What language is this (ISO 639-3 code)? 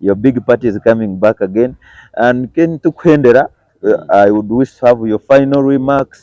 nyn